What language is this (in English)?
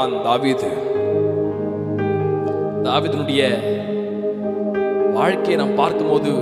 Tamil